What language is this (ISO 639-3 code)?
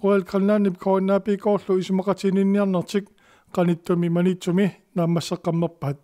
kal